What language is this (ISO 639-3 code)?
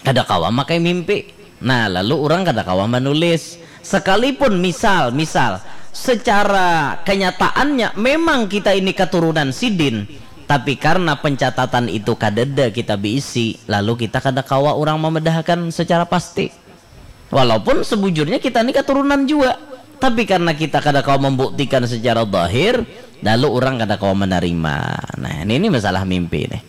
bjn